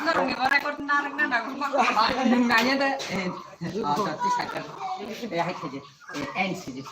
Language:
Kok Borok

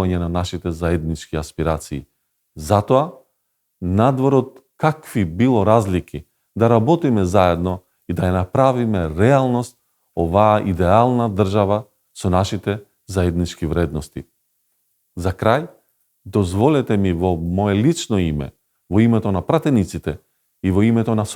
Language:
Macedonian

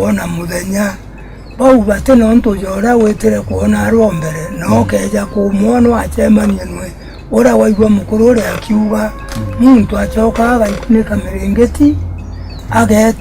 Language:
Meru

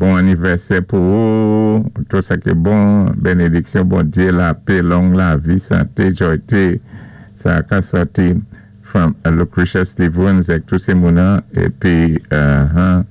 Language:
Saint Lucian Creole French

